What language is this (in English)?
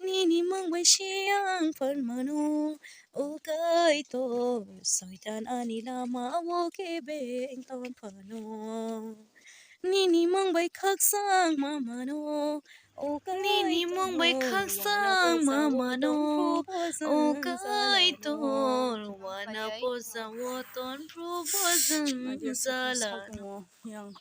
Kok Borok